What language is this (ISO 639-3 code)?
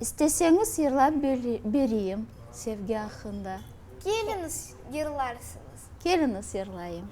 crh